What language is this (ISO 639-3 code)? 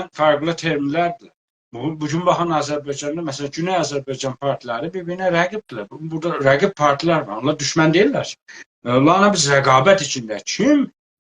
azb